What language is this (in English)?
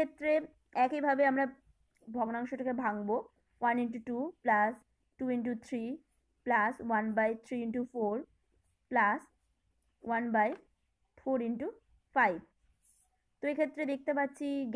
Bangla